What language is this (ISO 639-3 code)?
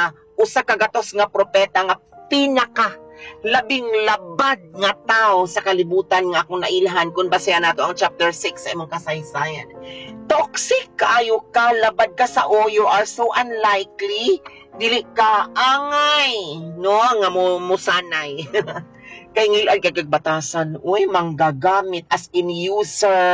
ceb